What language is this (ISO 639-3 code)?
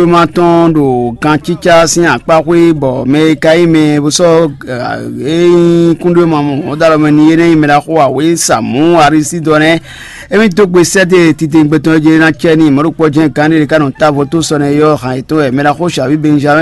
fon